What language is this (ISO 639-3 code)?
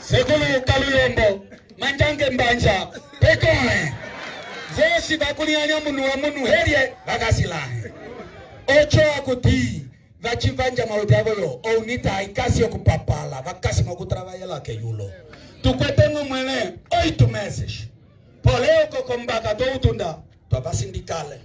umb